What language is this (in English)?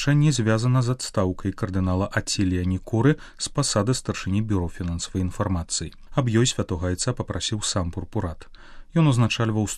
Belarusian